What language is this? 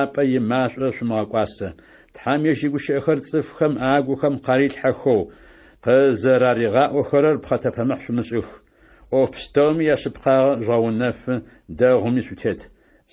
Adyghe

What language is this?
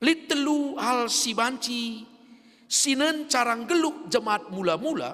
Batak Karo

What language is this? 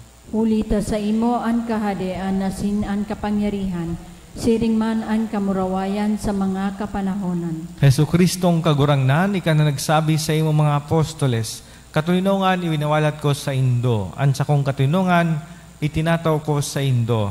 Bikol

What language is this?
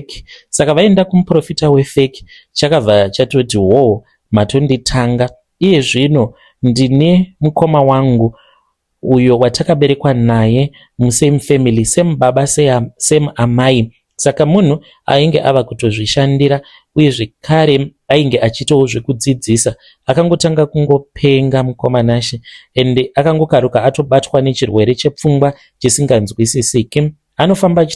Shona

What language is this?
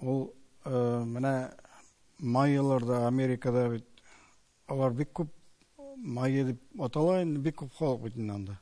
Tatar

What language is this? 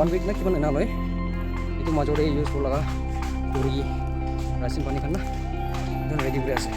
Naga Pidgin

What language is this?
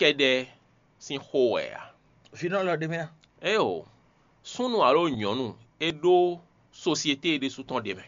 Fon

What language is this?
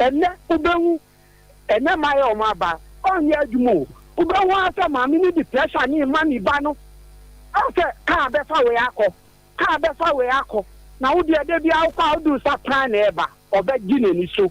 Akan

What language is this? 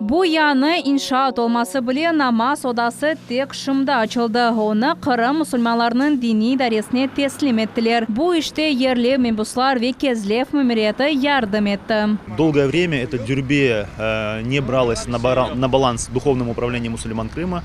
Crimean Tatar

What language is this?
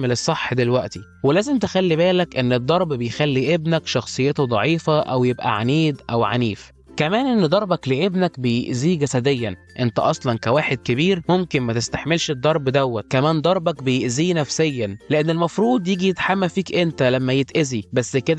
Egyptian Arabic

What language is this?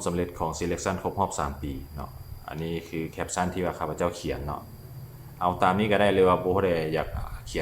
Lao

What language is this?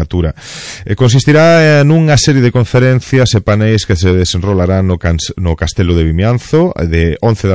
Galician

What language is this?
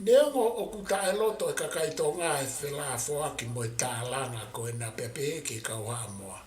Tongan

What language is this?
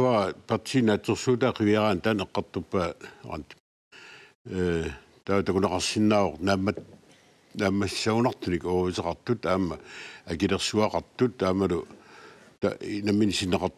Kalaallisut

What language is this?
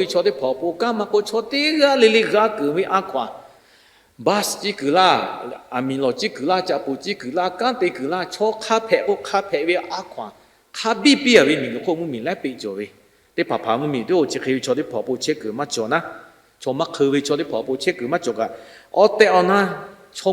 Lahu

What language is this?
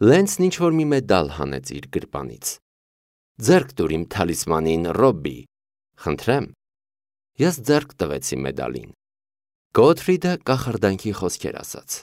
Armenian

